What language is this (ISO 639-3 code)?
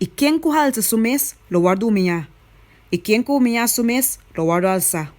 pap